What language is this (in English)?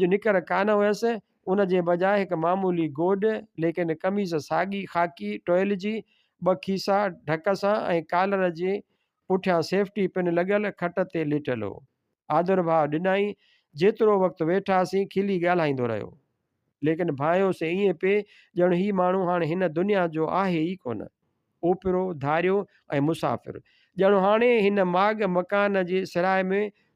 Sindhi